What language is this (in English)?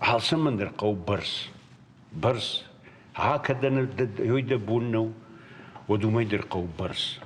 Ossetic